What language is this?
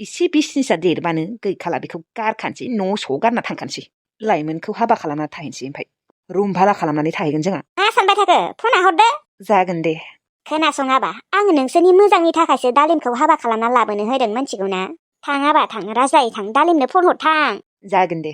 Bodo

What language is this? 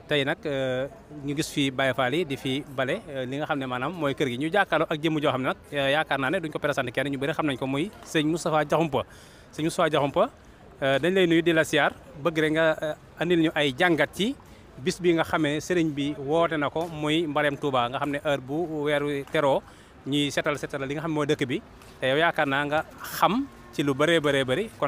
Wolof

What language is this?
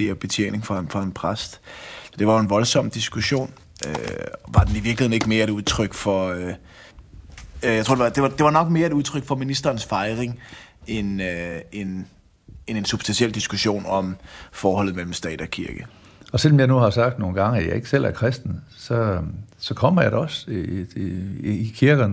Danish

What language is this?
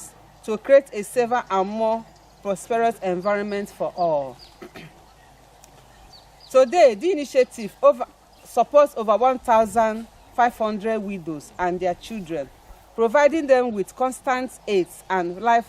Igbo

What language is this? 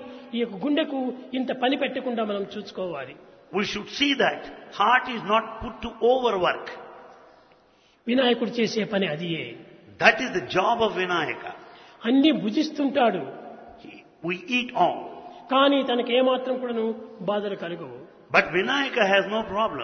Telugu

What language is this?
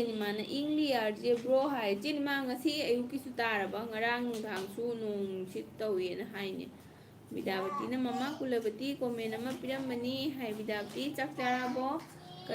Manipuri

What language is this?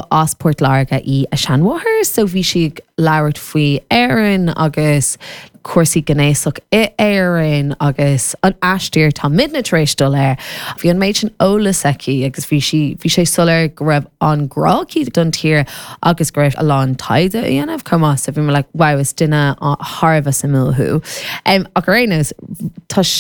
Irish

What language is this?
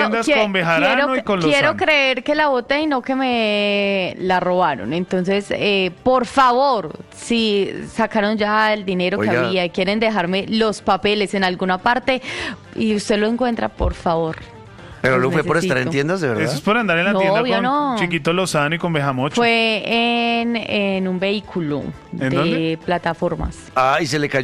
Spanish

